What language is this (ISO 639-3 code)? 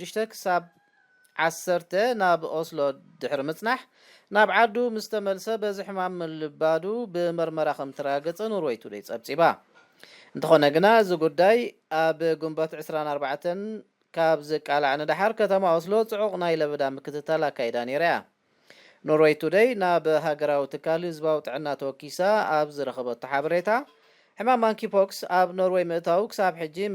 tir